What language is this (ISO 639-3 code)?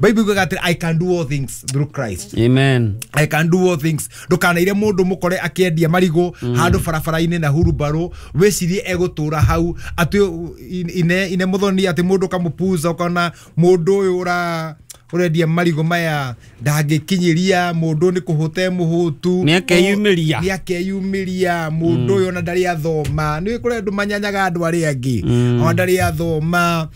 kik